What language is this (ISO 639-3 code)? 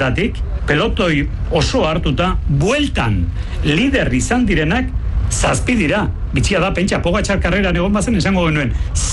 eus